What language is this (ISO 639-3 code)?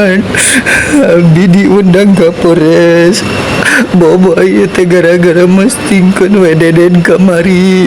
sun